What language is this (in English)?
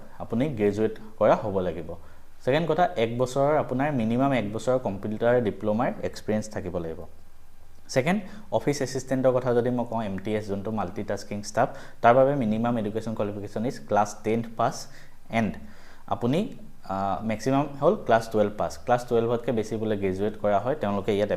Assamese